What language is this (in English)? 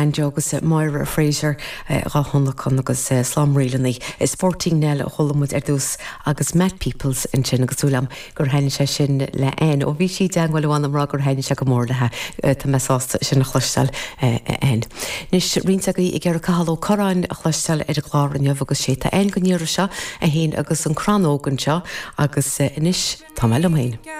Irish